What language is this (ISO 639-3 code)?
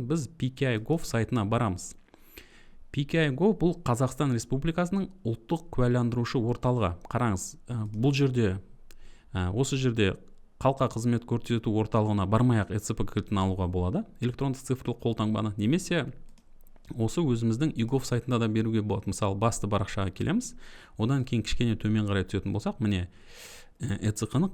kaz